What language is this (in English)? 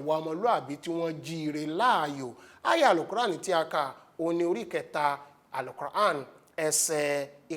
Yoruba